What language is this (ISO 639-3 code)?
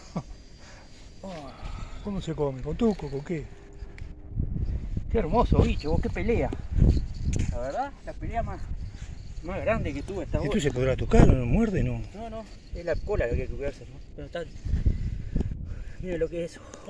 spa